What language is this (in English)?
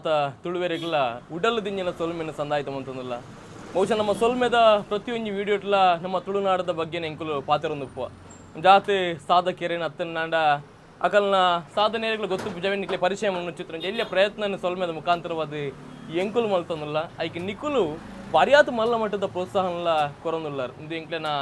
Tulu